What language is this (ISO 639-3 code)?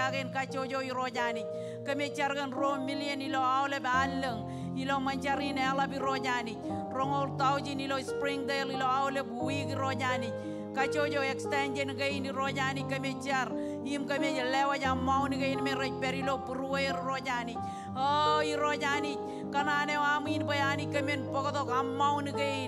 mah